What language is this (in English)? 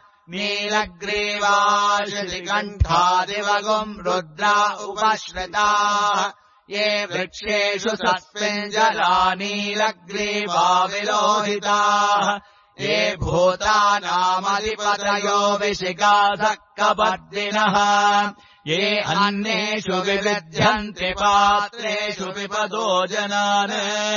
Sanskrit